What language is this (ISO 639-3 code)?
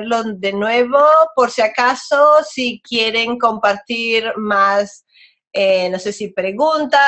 spa